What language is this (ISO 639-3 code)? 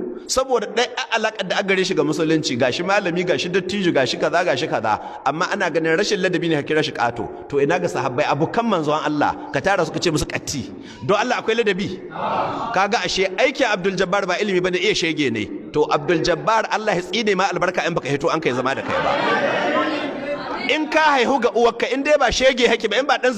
hau